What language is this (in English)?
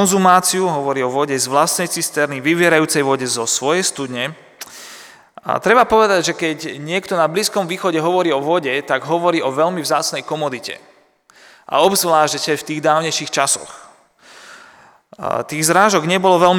Slovak